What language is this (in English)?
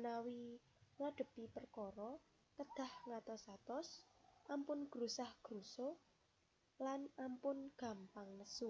Javanese